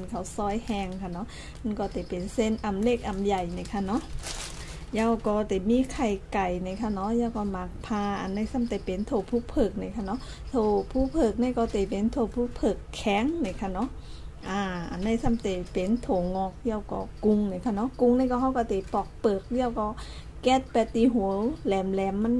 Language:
Shan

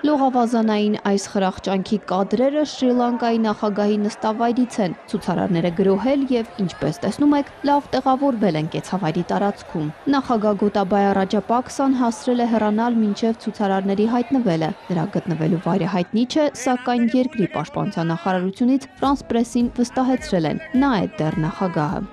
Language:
Armenian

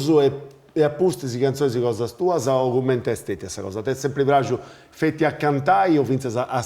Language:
Sardinian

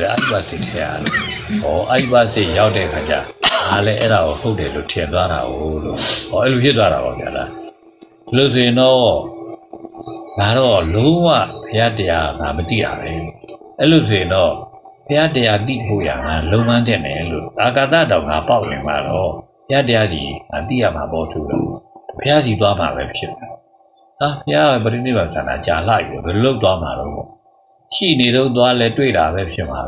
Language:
Burmese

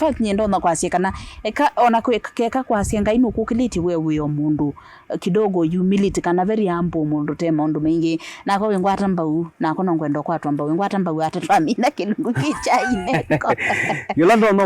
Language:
Kamba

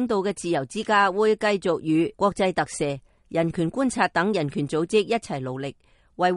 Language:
Cantonese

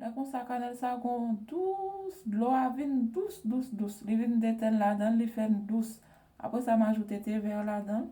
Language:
Haitian Creole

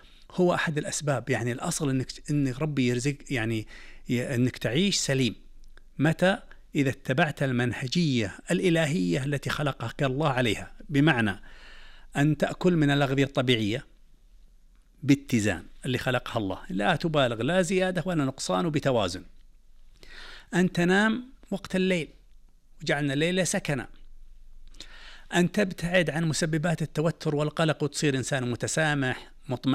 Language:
Arabic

